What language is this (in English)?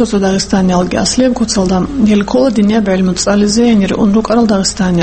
Avaric